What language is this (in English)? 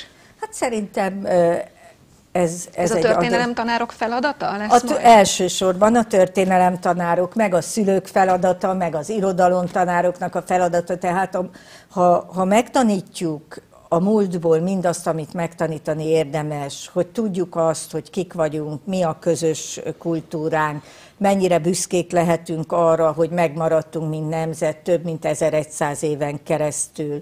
Hungarian